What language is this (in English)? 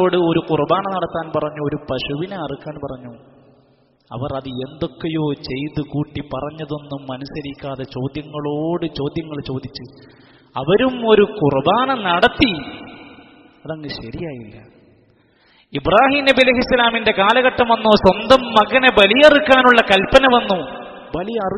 Malayalam